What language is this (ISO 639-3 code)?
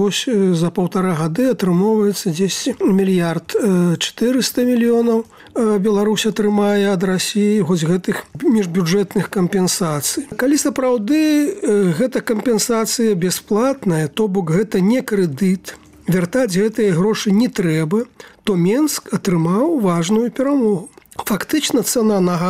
bel